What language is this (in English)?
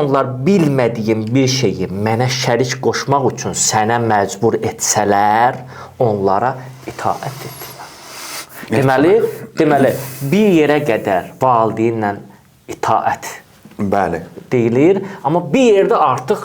Azerbaijani